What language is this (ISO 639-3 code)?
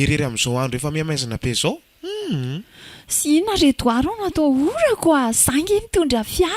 mlg